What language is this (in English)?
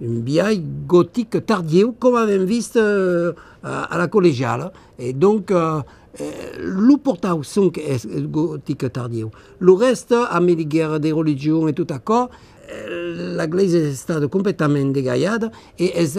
Occitan